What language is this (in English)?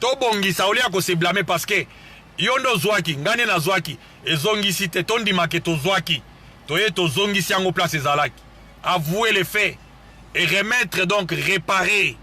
Lingala